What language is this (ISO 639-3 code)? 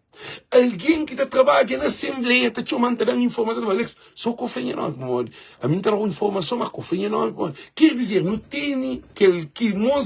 kea